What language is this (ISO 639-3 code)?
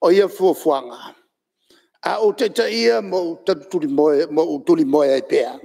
smo